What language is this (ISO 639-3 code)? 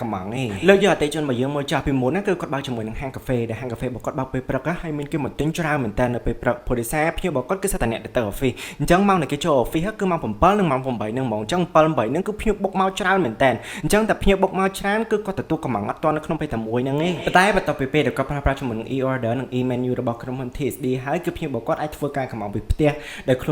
khm